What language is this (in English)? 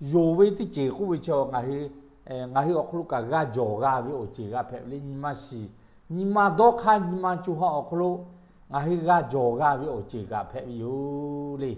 Lahu